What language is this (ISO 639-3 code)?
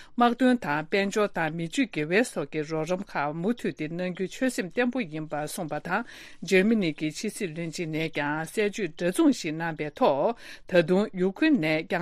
bod